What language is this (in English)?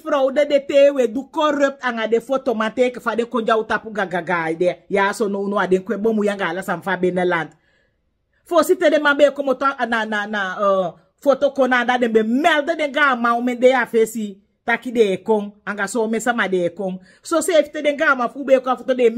Sranan Tongo